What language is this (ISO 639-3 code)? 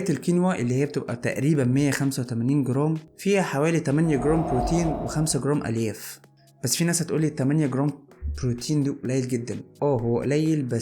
arz